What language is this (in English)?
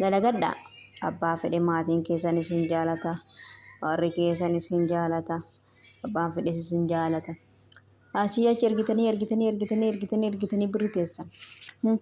Oromo